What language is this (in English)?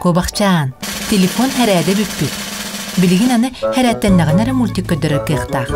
Yakut